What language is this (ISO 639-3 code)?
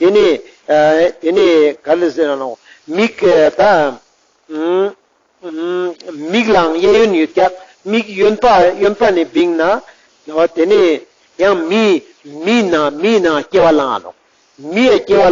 lbj